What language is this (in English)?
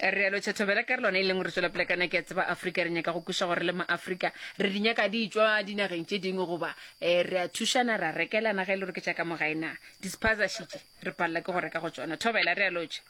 Northern Sotho